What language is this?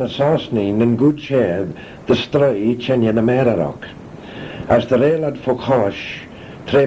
Manx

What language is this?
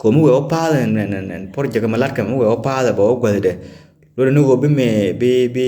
Nuer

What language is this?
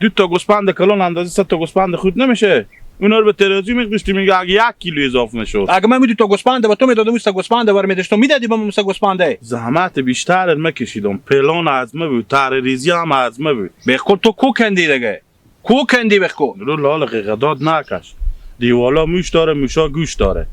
Hazaragi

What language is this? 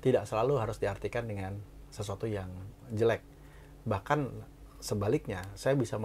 Indonesian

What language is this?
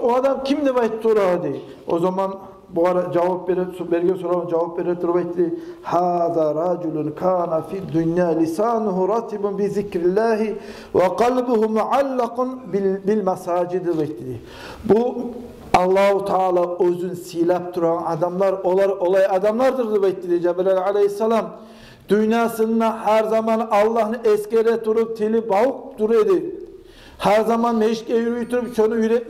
Kumyk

